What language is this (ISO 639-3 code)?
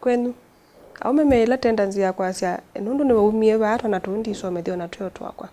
kam